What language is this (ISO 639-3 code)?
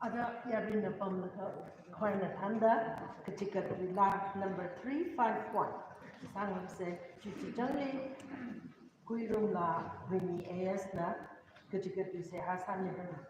nmf